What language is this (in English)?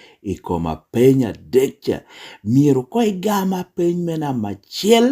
Lango (Uganda)